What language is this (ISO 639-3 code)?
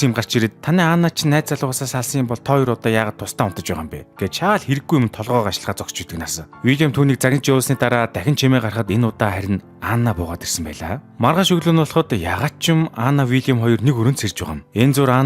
mon